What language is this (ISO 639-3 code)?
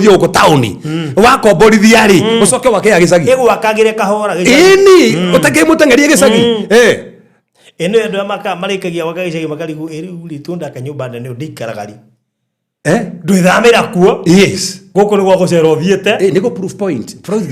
kik